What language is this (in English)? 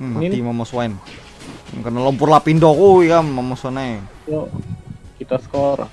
Banjar